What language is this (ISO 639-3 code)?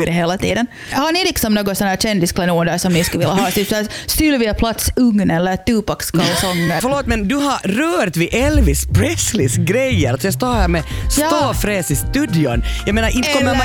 swe